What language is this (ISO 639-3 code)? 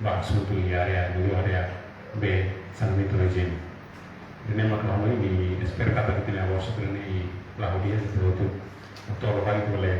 tet